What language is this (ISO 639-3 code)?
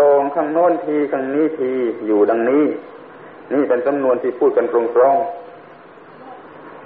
tha